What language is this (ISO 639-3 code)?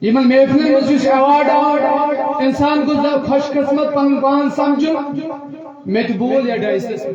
kas